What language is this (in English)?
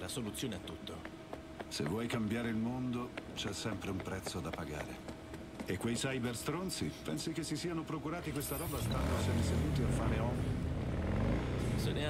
Italian